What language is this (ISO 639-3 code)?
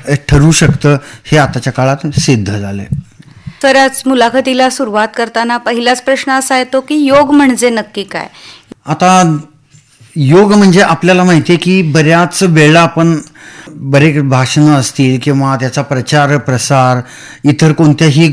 mar